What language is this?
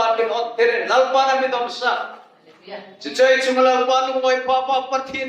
Hmar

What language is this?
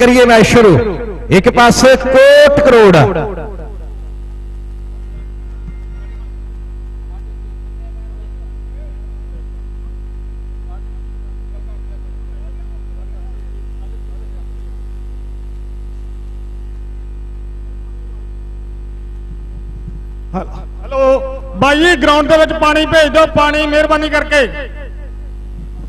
Punjabi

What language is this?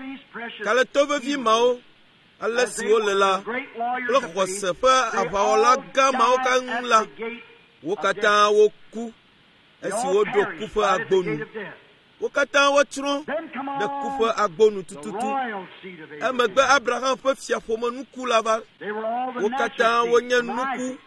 Ewe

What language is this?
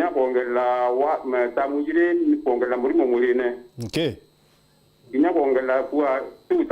Meru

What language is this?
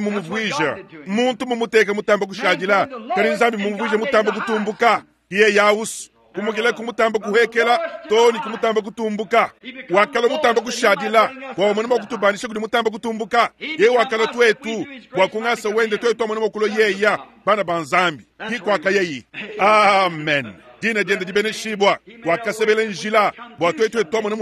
Luba-Lulua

